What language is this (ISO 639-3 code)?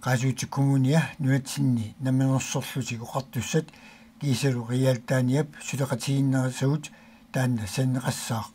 kal